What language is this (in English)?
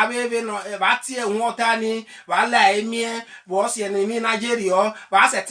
Bini